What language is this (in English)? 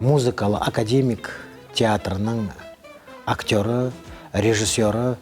Crimean Tatar